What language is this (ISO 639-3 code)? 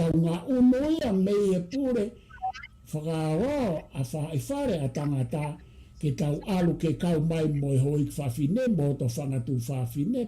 ton